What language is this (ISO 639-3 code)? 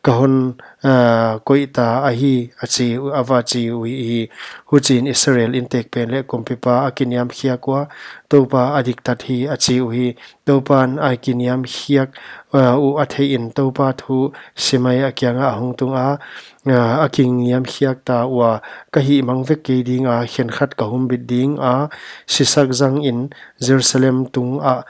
pck